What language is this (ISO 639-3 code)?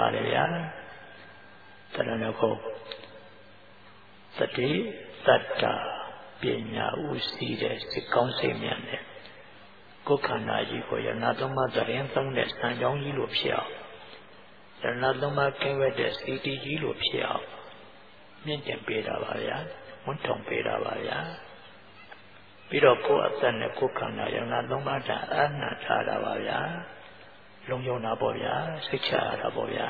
mya